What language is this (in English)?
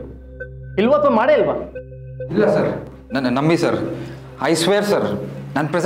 Kannada